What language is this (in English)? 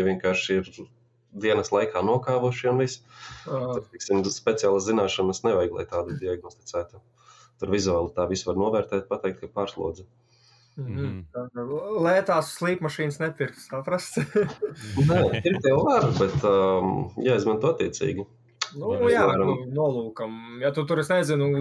Latvian